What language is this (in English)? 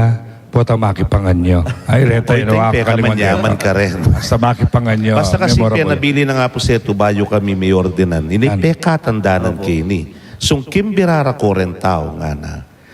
Pampanga